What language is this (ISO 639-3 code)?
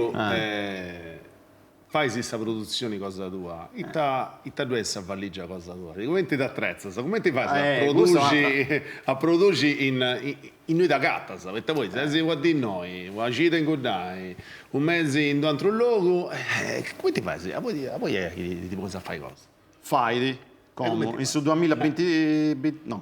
srd